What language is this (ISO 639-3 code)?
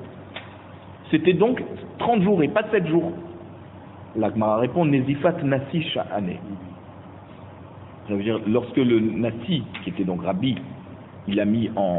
fra